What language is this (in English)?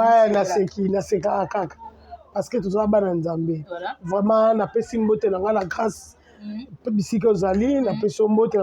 Lingala